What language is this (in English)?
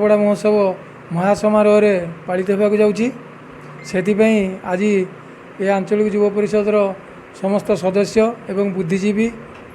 Odia